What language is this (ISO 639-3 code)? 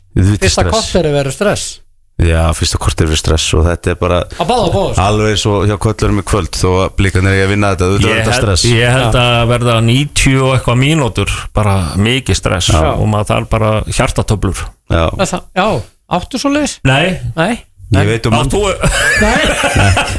isl